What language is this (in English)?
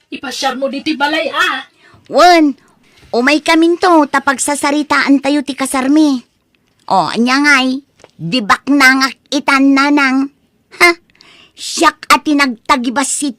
Iloko